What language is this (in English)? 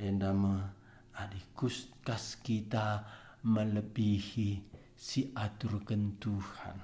Batak Karo